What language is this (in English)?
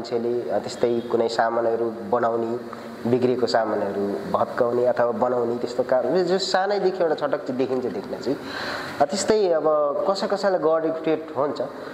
Nepali